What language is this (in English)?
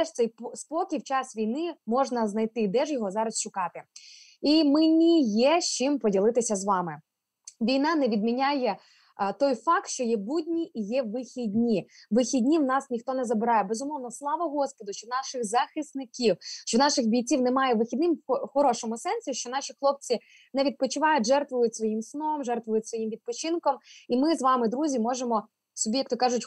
Ukrainian